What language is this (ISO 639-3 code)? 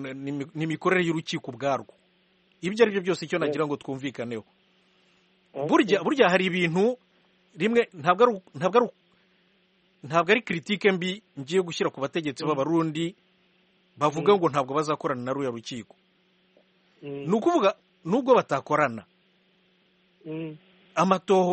kin